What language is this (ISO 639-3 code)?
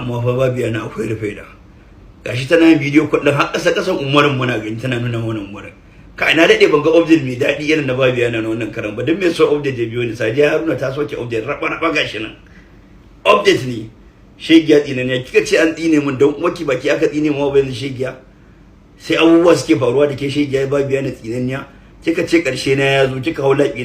hau